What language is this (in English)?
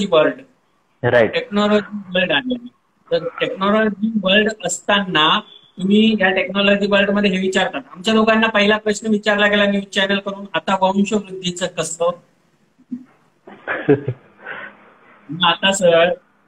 Marathi